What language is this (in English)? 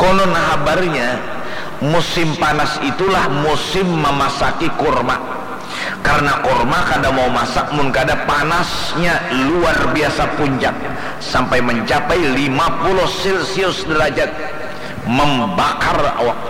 Banjar